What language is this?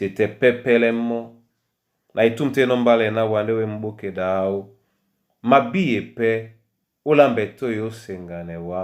Duala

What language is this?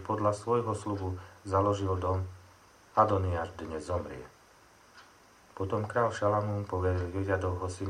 Slovak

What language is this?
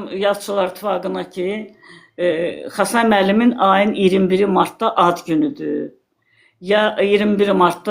Azerbaijani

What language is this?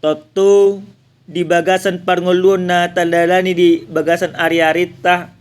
Batak Toba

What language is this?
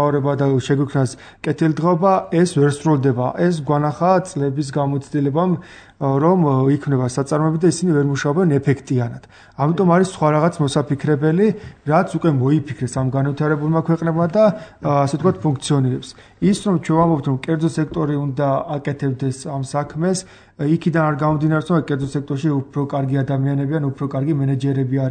Georgian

